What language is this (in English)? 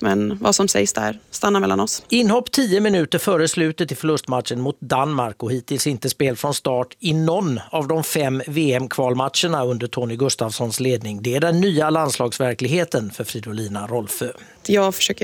Swedish